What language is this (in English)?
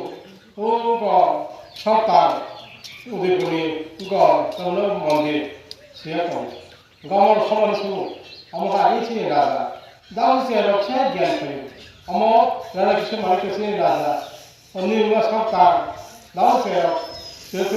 Kok Borok